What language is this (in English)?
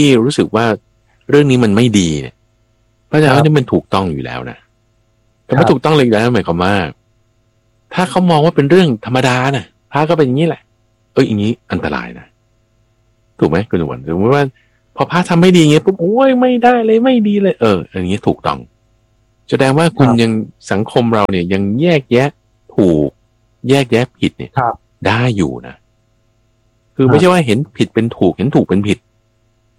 Thai